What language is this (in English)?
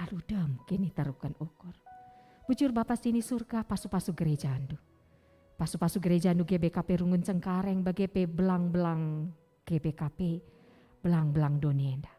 Batak Karo